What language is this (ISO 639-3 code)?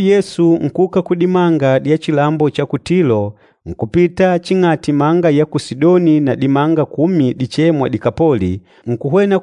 kde